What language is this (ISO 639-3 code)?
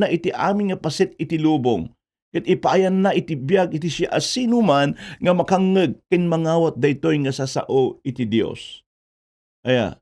ilo